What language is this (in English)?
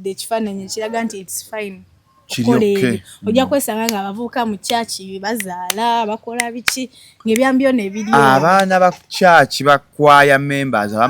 Ganda